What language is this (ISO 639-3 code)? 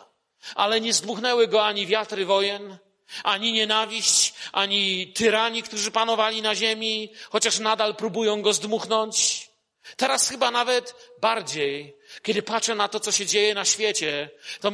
pol